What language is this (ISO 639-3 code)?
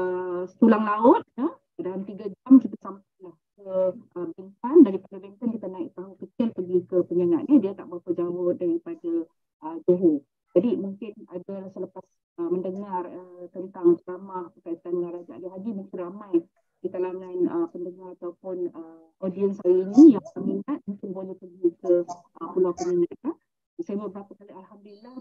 msa